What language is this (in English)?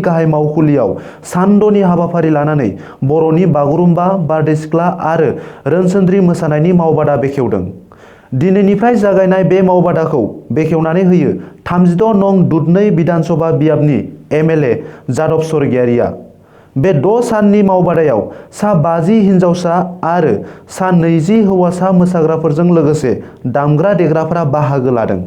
Bodo